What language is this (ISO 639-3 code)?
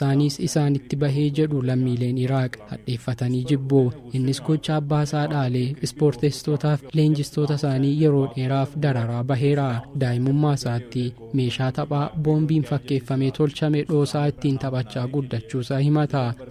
orm